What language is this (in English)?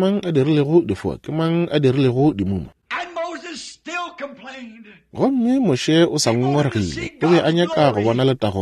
Northern Sotho